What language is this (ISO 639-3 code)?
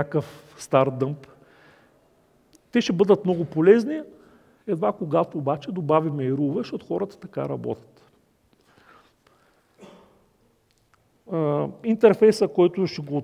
bul